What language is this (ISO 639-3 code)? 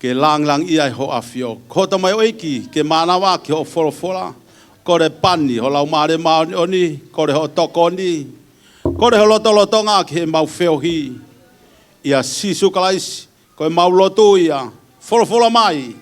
ton